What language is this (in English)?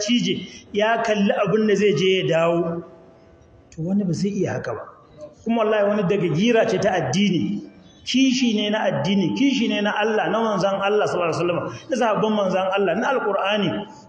Hausa